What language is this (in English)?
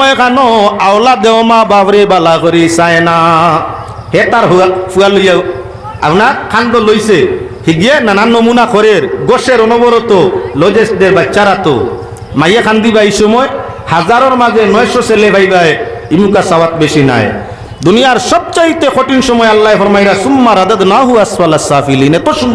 Sylheti